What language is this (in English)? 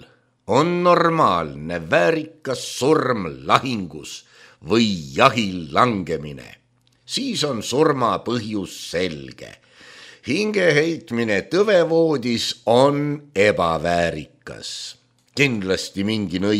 Estonian